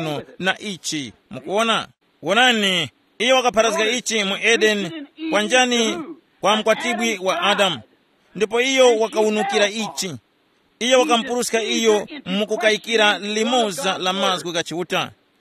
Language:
Tumbuka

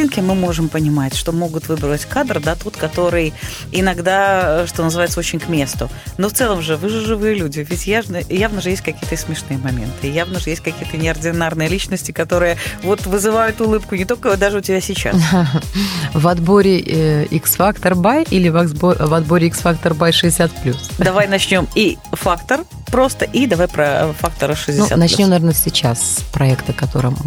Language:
Russian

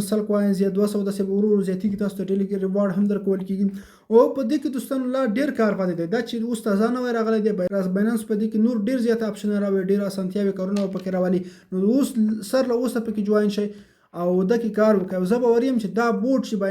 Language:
Pashto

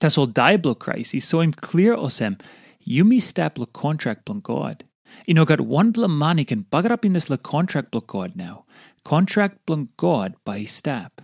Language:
Tok Pisin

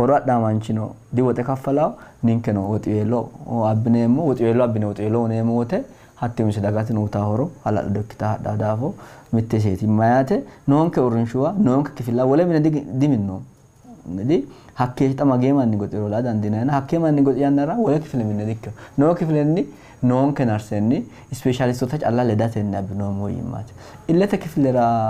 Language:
Sidamo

